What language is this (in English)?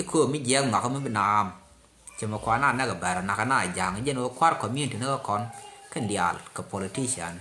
Nuer